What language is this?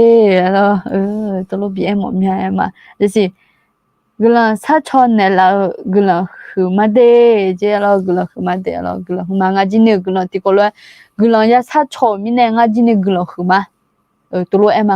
Akha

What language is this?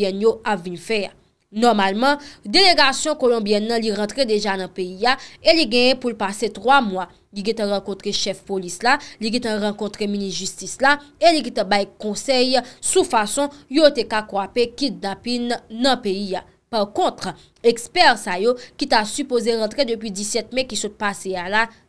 Haitian Creole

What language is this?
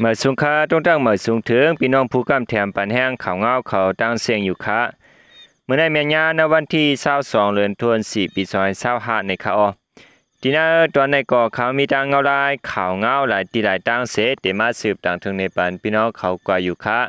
Shan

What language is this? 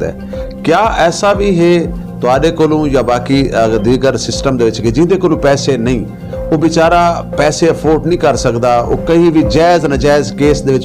Saraiki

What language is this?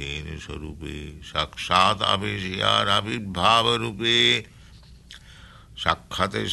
Bangla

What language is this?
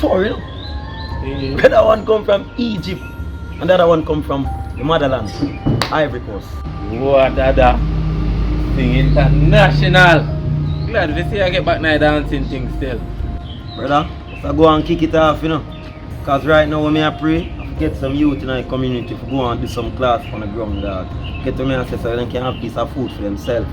Jamaican Creole English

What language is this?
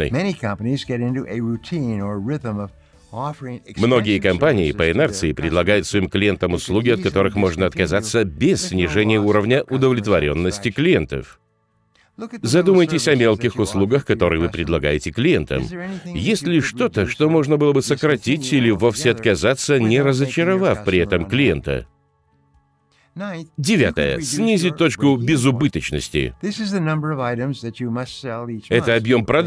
Russian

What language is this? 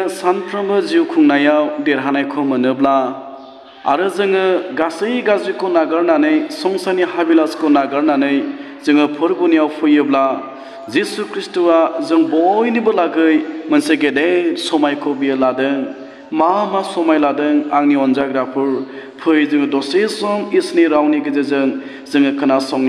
Bodo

